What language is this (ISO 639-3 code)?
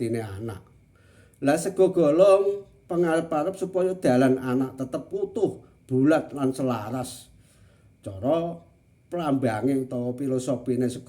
jav